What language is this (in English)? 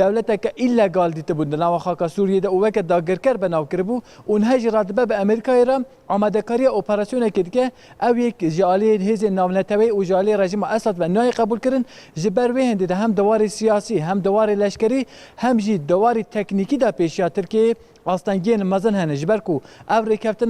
Kurdish